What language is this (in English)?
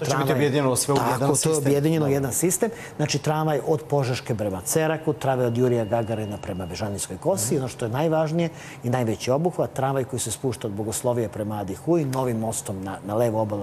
Serbian